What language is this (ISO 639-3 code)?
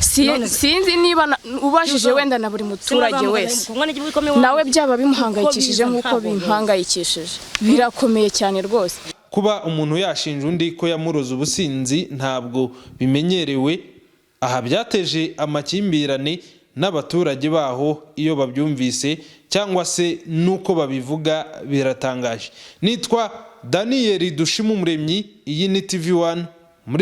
kin